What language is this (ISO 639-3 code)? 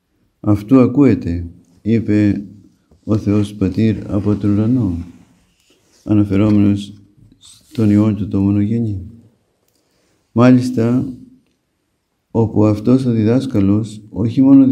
ell